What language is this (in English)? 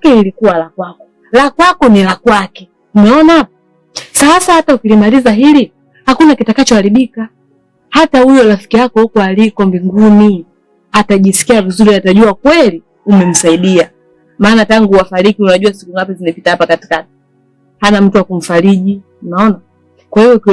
Swahili